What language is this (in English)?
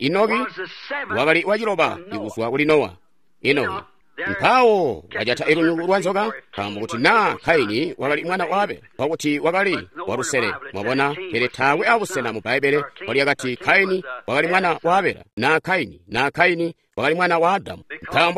Tonga (Zambia)